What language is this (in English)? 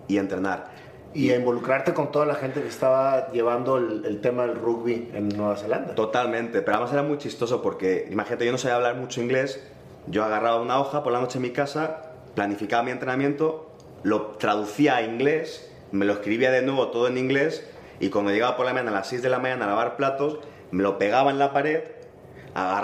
Spanish